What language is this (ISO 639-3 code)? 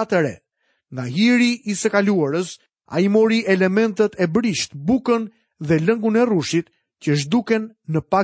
sqi